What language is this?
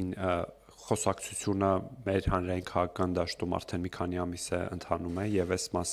Armenian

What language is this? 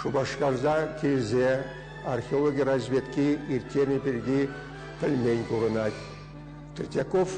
Chuvash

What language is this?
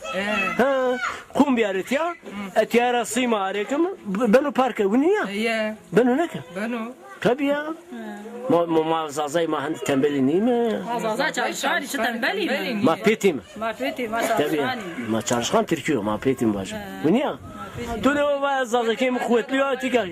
Zaza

